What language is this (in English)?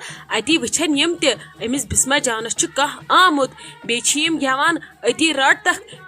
Kashmiri